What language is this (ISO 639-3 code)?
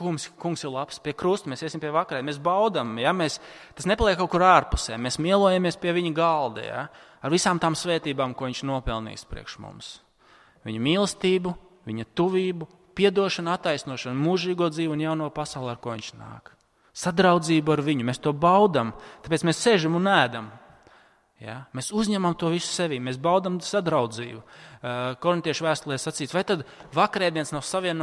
lav